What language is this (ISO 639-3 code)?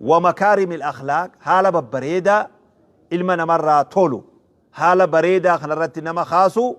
orm